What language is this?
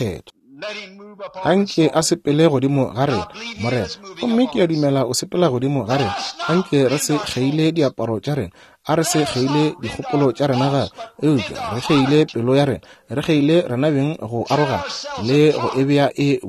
Northern Sotho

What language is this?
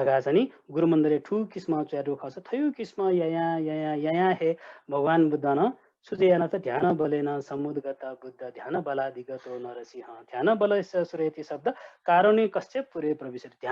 Newari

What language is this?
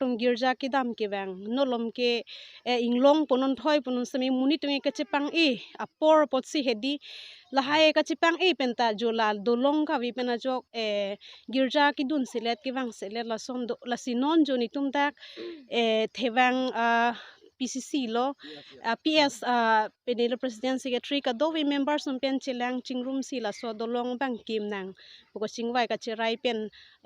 Karbi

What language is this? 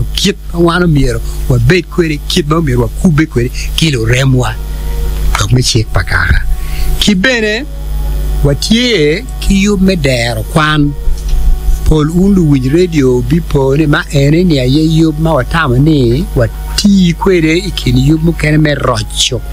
Acoli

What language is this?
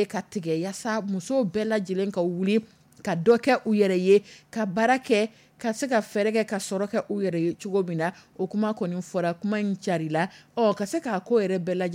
Dyula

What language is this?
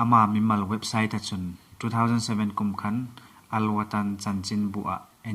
Hmar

